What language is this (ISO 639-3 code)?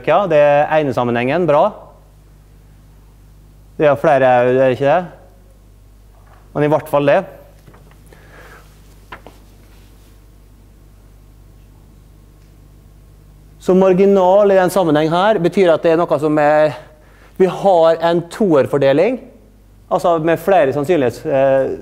nor